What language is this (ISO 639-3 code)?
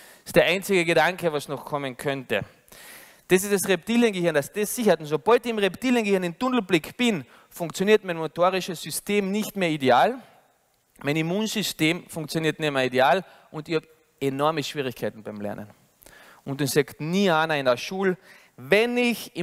deu